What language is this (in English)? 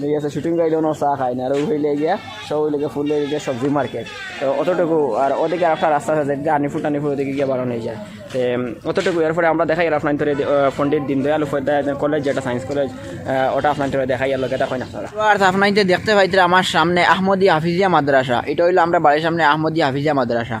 Sylheti